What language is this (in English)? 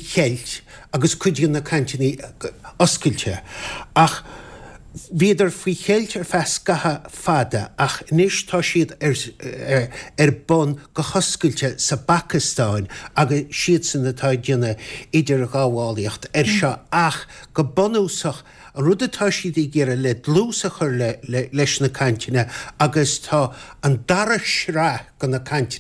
Irish